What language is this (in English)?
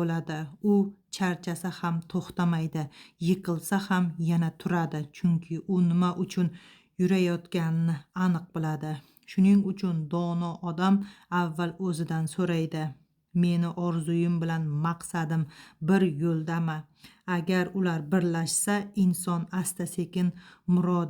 Uzbek